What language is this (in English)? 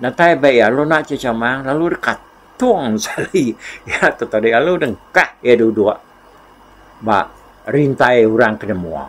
Iban